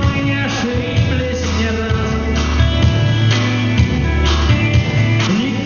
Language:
Russian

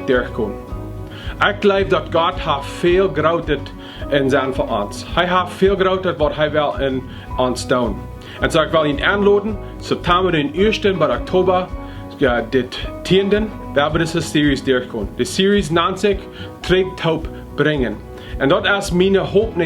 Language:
Plautdietsch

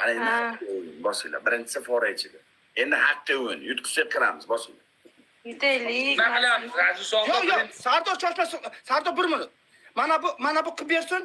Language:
Uzbek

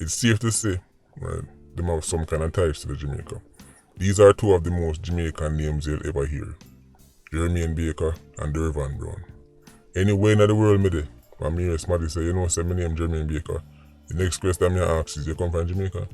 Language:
Jamaican Creole English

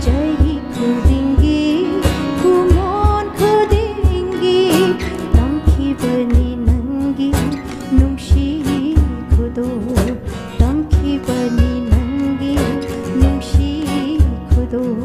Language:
Manipuri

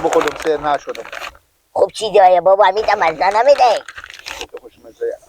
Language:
Persian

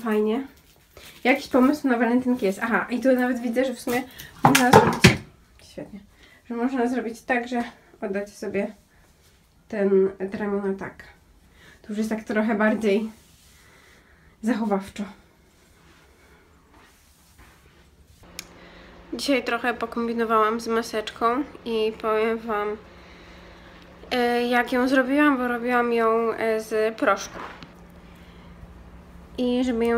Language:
Polish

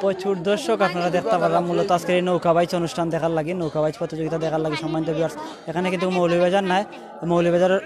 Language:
Sylheti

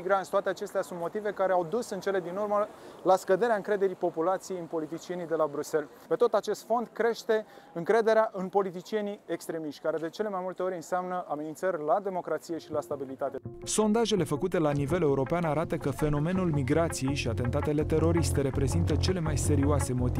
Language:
Romanian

